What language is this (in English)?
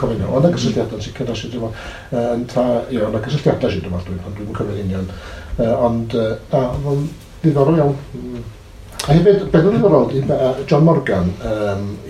Welsh